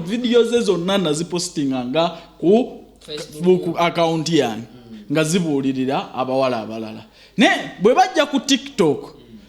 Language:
Ganda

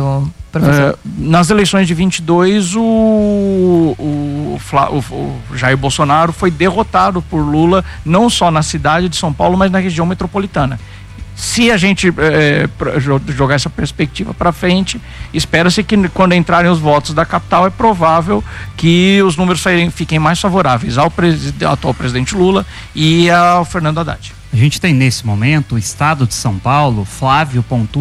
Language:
Portuguese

